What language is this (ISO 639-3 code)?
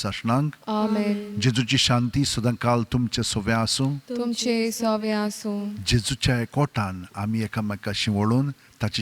kok